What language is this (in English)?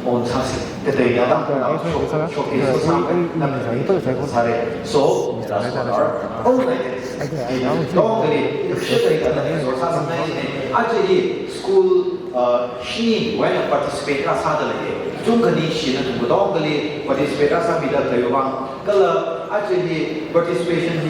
Tangkhul Naga (India)